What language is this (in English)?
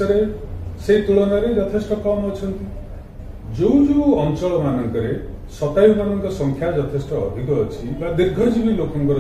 Odia